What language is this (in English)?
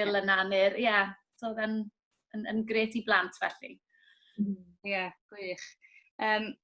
Welsh